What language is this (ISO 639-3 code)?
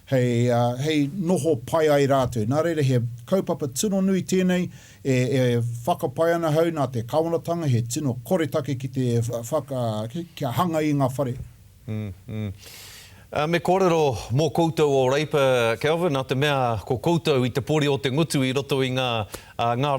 mri